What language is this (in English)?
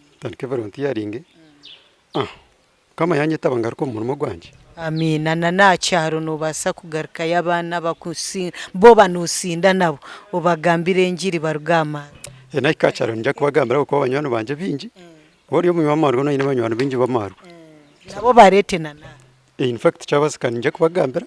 Nyankole